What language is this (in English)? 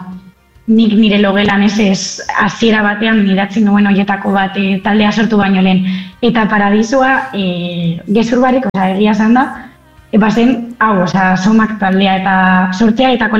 Basque